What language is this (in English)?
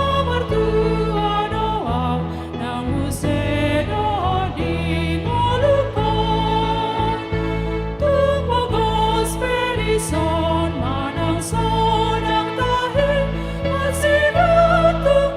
Batak Toba